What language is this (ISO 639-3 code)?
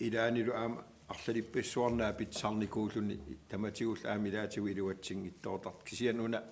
kal